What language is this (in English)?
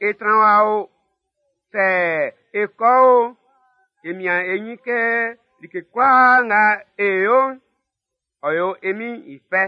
Baoulé